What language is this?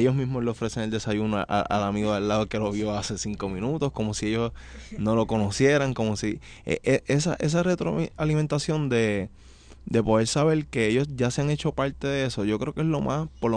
Spanish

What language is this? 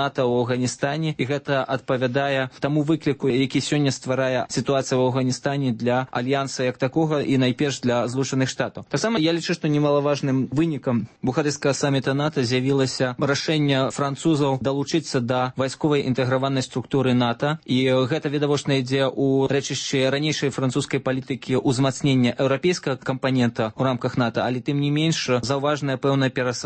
Belarusian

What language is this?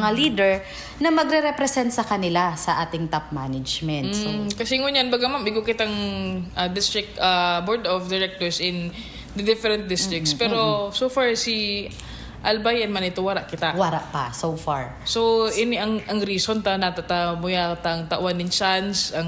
Bikol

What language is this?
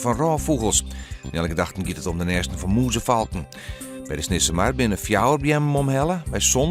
Western Frisian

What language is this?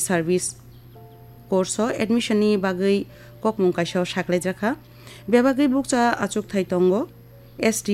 Kok Borok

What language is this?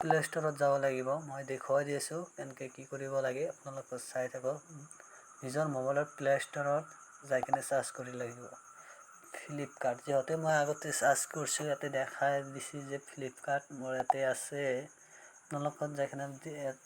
Assamese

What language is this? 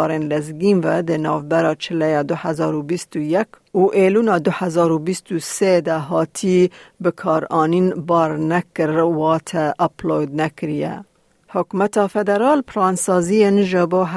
Kurdish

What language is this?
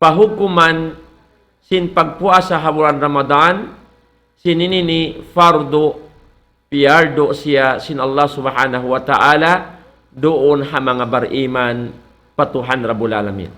Tausug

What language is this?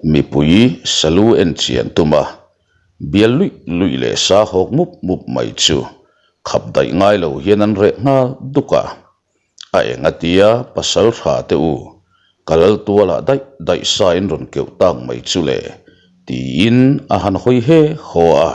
Mizo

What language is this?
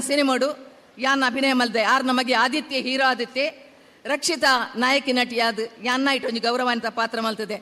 Tulu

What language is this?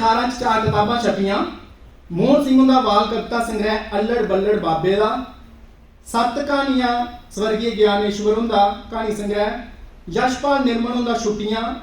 Dogri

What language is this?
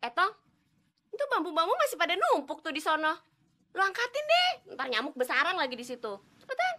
Betawi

